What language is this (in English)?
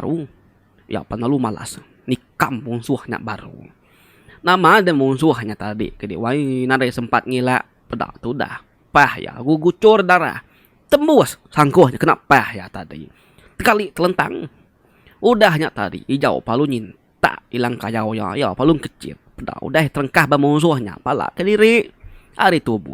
Iban